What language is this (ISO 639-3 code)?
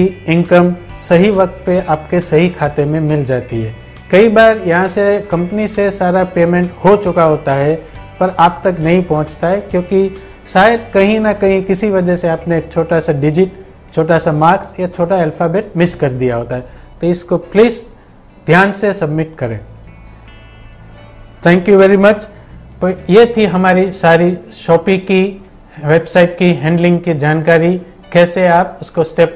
hin